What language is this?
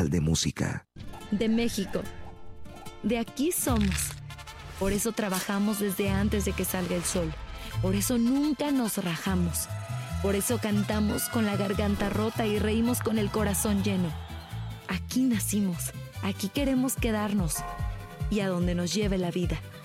Spanish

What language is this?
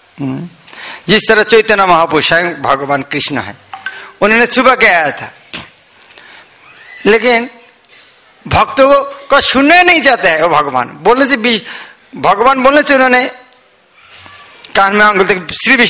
Hindi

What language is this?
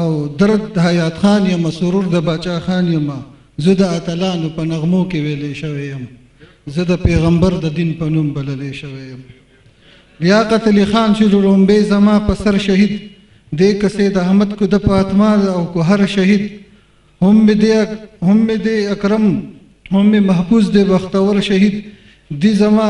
Pashto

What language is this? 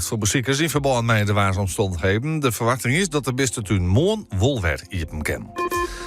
Western Frisian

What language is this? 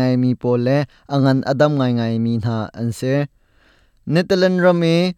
Hakha Chin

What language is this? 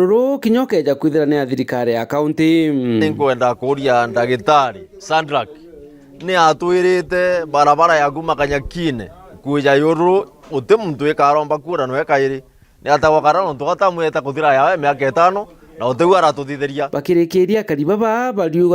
Meru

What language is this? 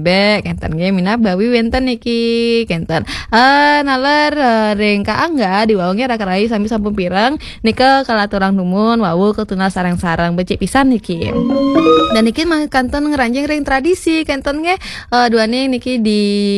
Balinese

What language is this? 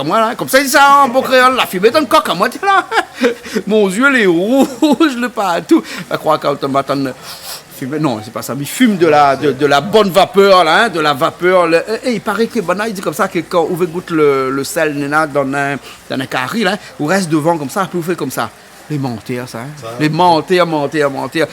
Réunion Creole French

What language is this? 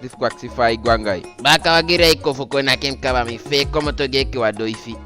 Eastern Maroon Creole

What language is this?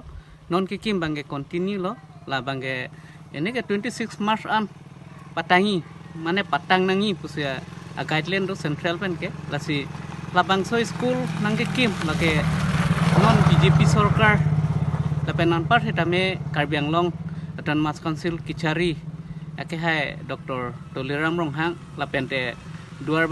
Karbi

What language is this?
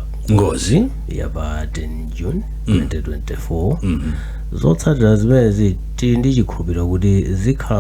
Nyanja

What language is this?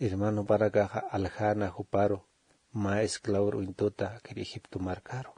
Aymara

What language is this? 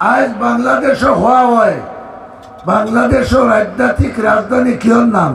Sylheti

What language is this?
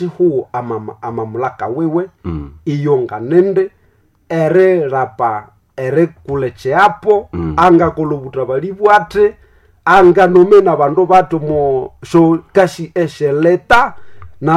Nande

